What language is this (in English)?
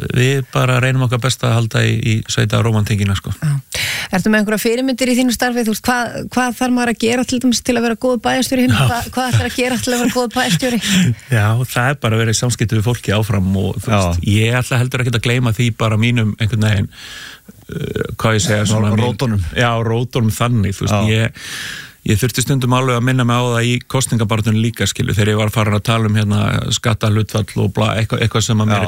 Icelandic